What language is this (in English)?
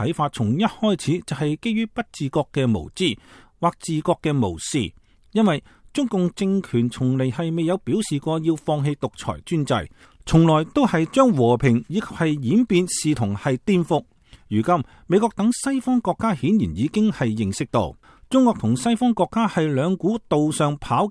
Cantonese